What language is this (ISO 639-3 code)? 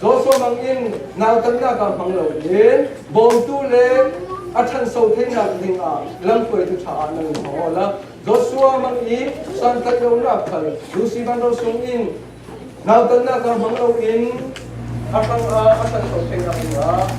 cfm